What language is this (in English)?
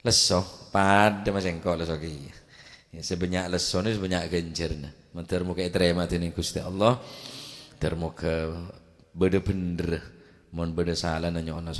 Madurese